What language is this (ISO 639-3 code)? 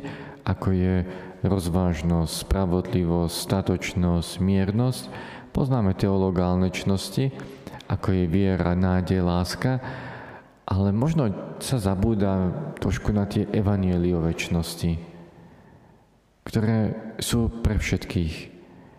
slk